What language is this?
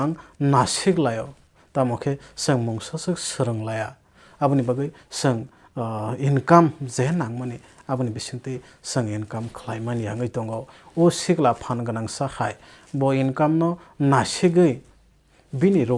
Kok Borok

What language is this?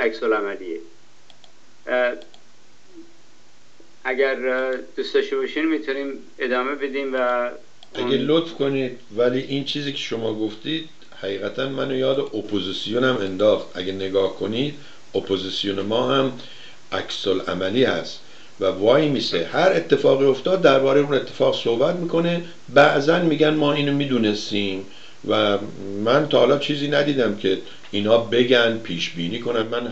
Persian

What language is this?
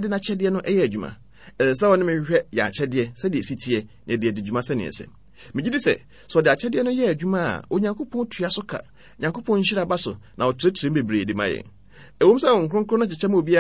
Akan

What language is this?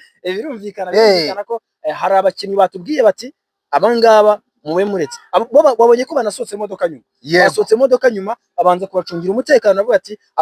Kinyarwanda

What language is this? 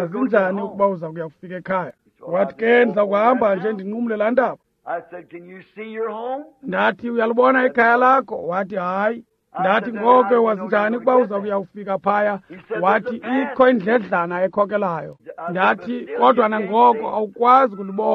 Xhosa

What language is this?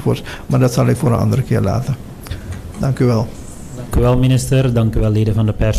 Dutch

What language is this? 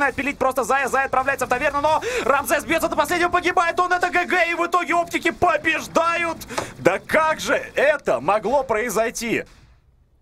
Russian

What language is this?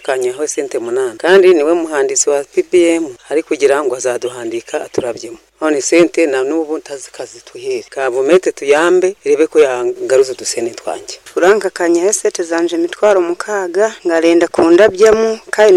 Nyoro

